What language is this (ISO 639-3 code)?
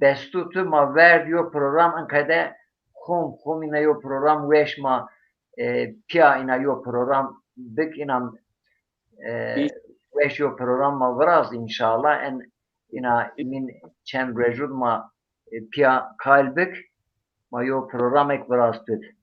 zza